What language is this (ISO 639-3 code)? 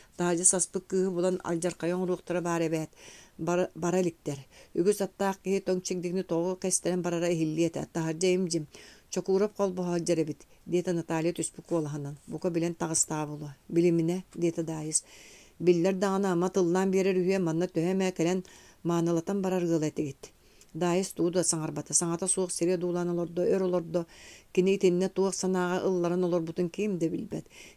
sah